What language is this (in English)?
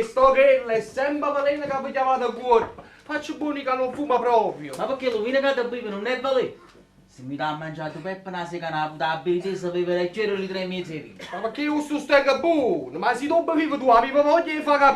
Neapolitan